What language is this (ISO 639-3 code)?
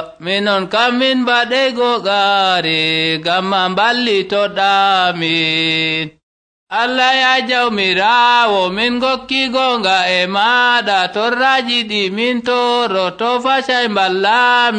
fuv